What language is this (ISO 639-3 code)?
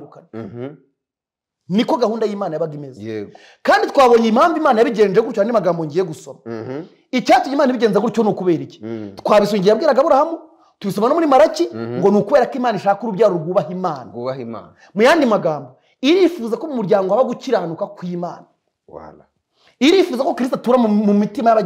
kin